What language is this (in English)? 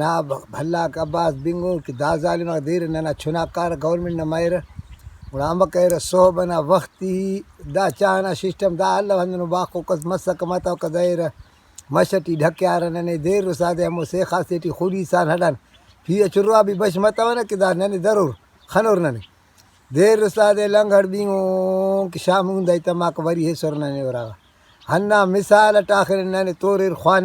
Brahui